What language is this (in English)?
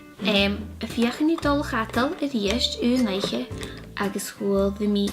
Scottish Gaelic